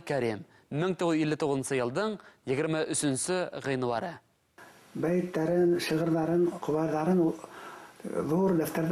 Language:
Bashkir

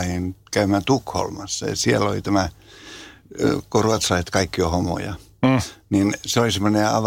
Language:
Finnish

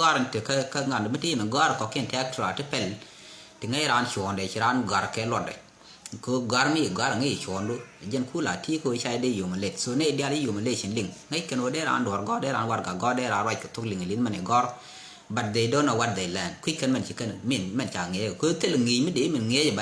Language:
Nuer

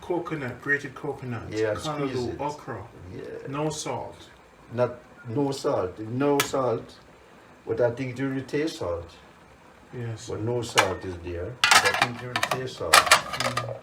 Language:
Jamaican Creole English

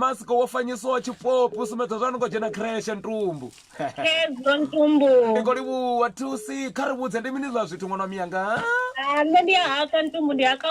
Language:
Venda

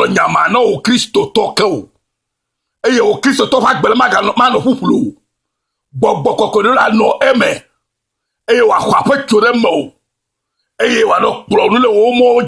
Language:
Ewe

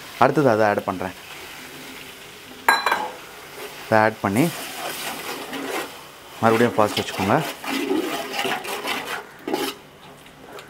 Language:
Tamil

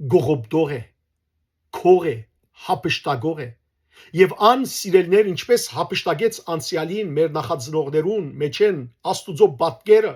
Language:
Western Armenian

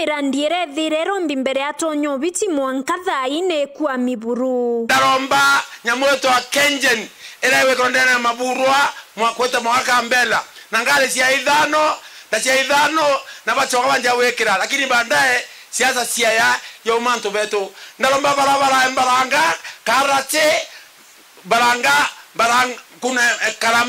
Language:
Meru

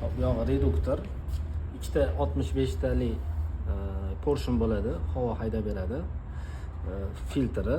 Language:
Uzbek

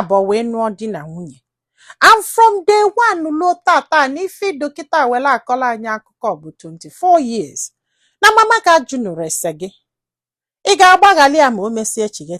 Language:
Igbo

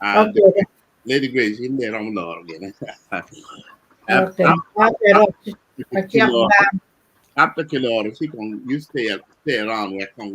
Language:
Acoli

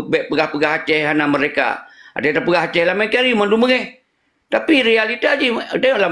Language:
Achinese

